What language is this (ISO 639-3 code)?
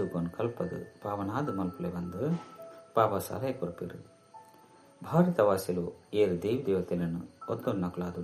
tcy